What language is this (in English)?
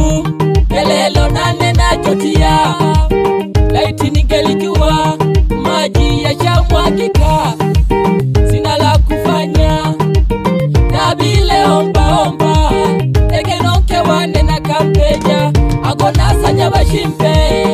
Swahili